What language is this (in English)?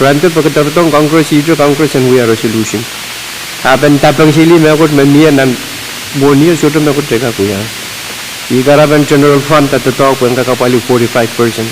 Pohnpeian